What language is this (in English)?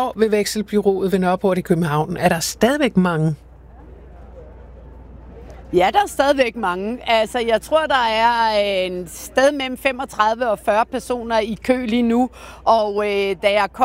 Danish